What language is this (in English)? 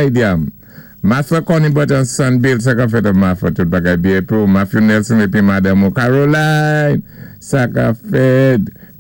Saint Lucian Creole French